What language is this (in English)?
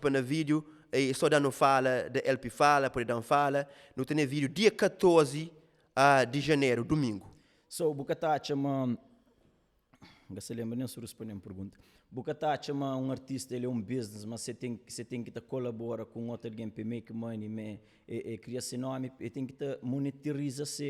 Kabuverdianu